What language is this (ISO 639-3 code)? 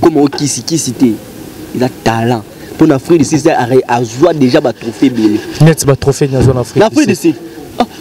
lin